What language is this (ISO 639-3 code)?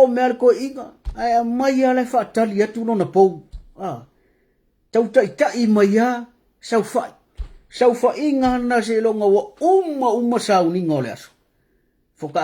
smo